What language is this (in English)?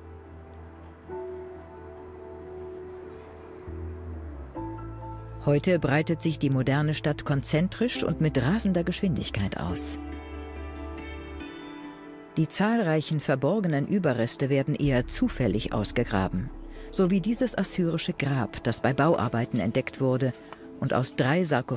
German